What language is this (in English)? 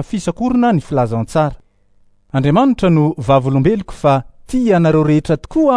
Malagasy